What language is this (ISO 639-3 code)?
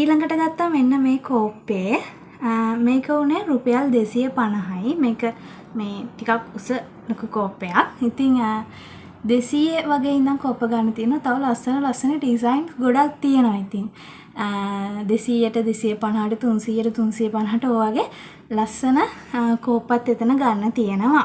sin